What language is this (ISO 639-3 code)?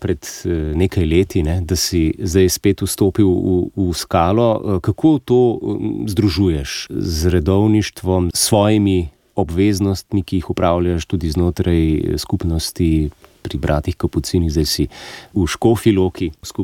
slv